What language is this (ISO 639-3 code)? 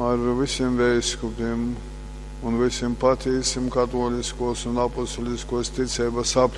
ltg